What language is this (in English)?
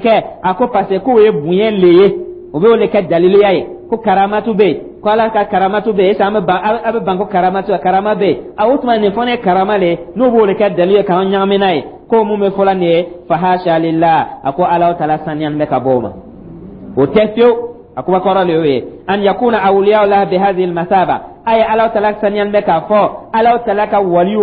Dyula